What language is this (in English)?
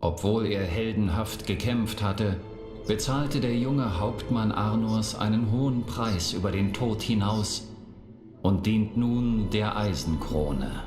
Swiss German